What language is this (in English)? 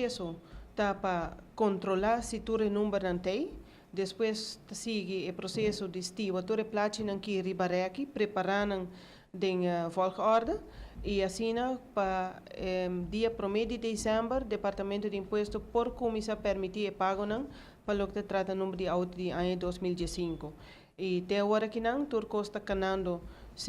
Papiamento